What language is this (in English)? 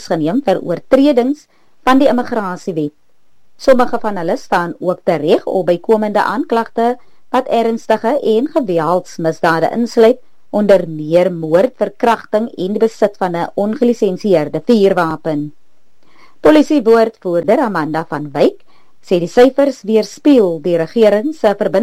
Afrikaans